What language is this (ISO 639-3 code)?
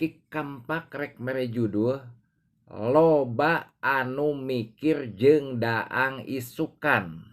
sun